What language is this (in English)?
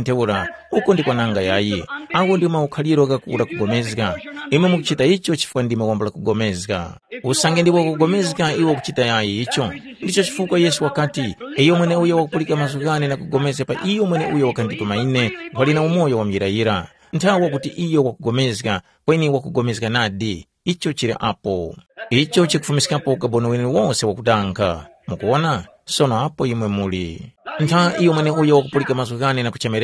Tumbuka